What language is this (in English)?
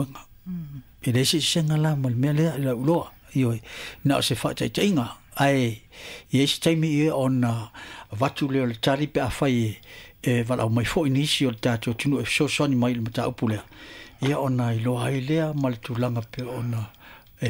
Samoan